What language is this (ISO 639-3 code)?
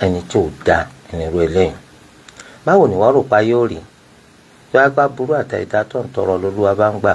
yor